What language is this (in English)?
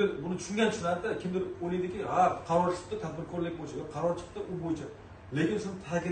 Uzbek